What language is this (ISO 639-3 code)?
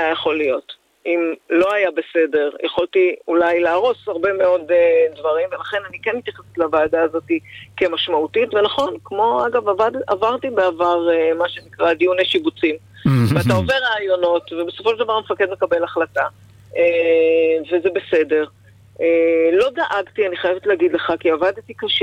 heb